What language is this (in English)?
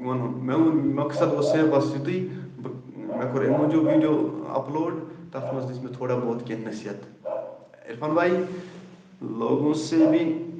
Kashmiri